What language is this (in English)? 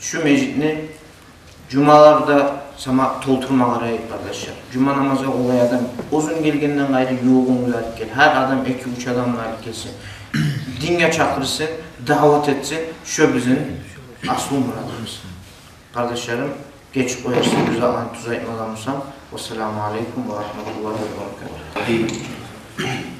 Kumyk